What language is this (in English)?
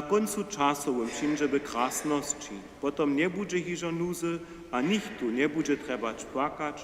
Upper Sorbian